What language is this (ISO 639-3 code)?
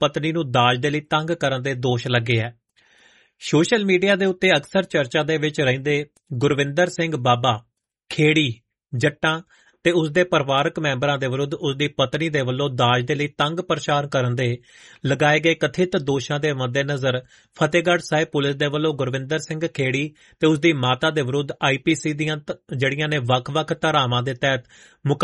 pan